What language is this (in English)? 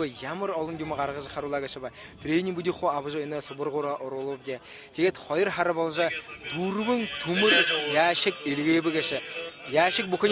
Buriat